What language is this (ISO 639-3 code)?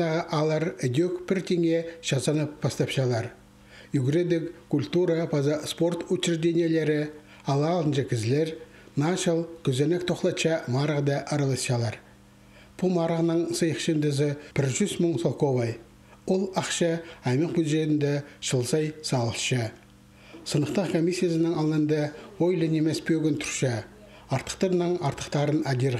kjh